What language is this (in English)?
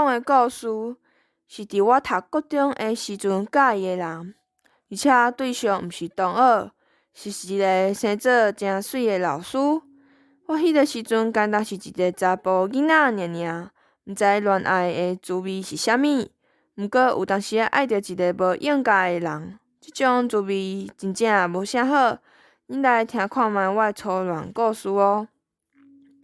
Min Nan Chinese